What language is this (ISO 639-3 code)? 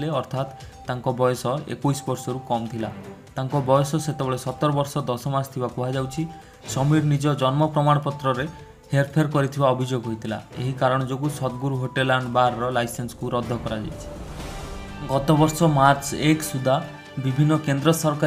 ori